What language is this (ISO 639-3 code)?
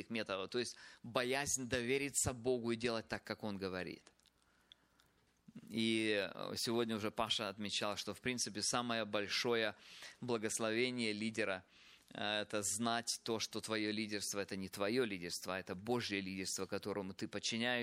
rus